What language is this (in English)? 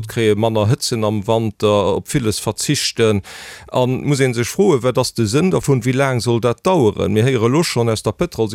Luxembourgish